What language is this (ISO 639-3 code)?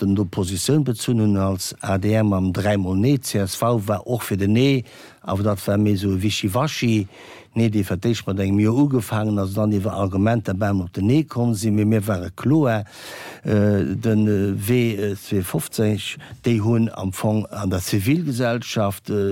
ltz